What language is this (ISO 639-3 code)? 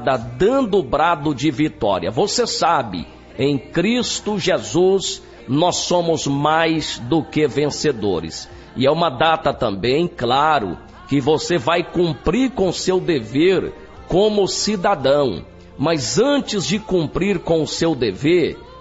por